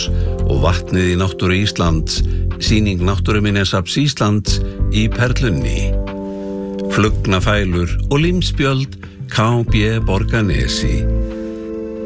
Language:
Icelandic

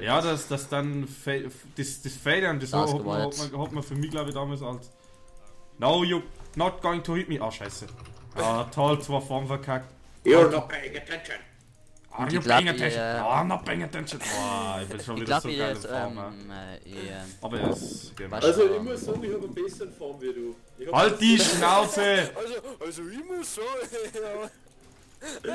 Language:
Bavarian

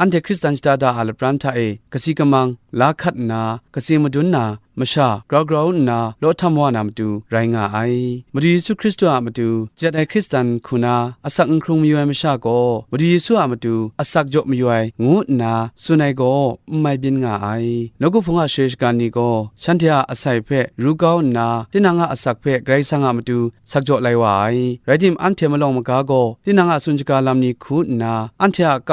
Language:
Kachin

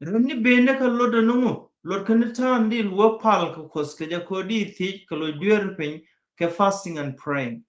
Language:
Nuer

